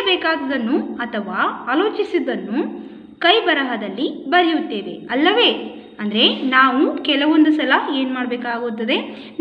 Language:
Kannada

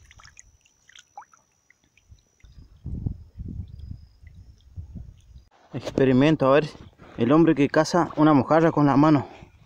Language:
Spanish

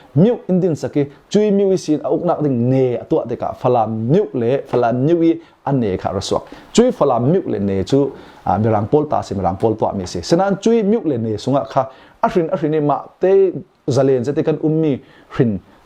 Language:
Falam Chin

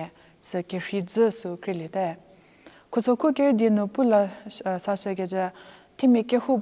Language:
Angami Naga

